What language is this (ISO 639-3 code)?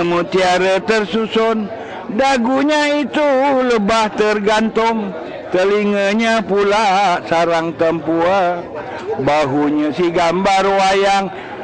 bjn